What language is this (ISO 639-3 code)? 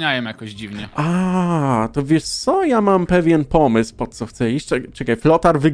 pol